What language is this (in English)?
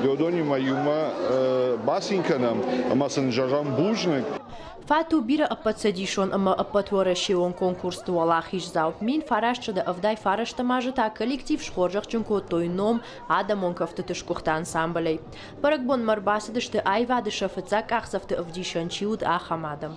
Ossetic